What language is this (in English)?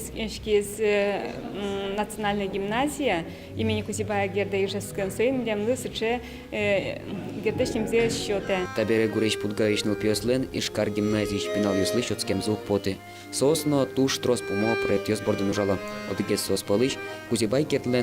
Udmurt